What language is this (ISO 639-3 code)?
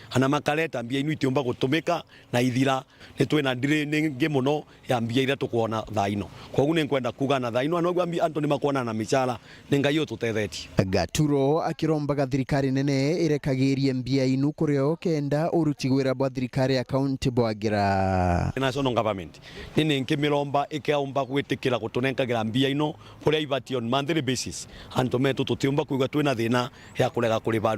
mer